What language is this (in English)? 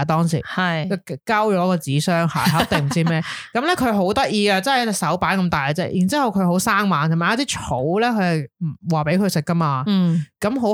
Cantonese